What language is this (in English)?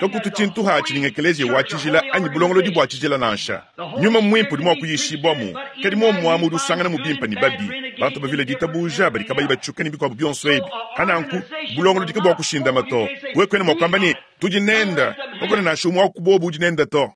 Luba-Lulua